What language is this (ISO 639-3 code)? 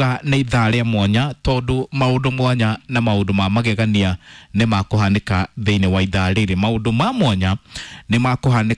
kik